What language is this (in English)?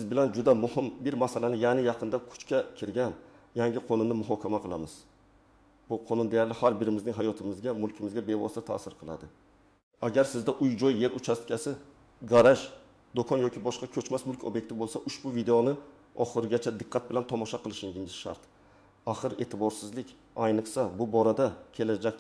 Uzbek